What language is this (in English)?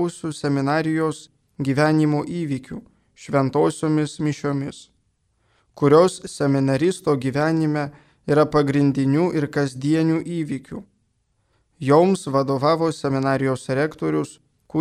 Lithuanian